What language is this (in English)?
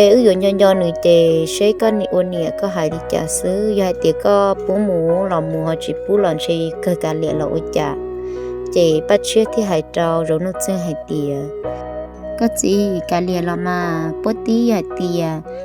Hmong